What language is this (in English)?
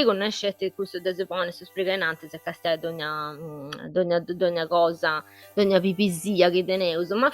Sardinian